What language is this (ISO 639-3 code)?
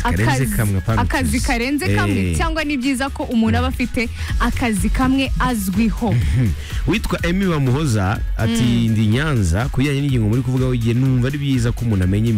kin